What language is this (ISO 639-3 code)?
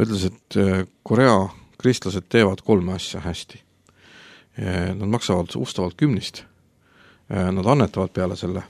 est